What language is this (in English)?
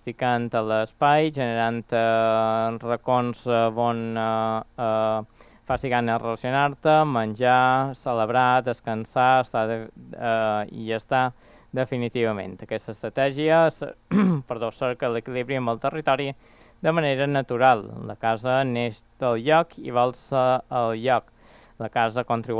Catalan